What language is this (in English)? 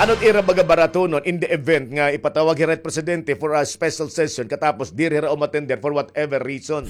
Waray